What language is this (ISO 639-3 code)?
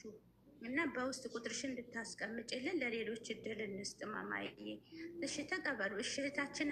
amh